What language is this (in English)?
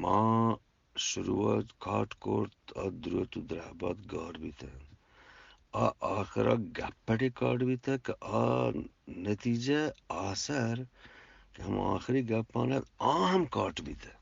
Eastern Balochi